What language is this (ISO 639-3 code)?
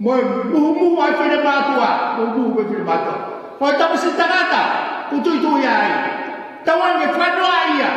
ton